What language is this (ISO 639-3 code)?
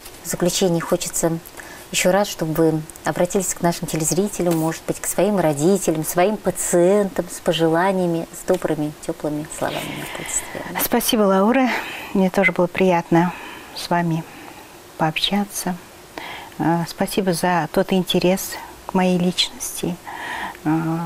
rus